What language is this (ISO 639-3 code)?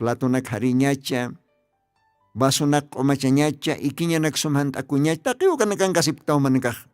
aym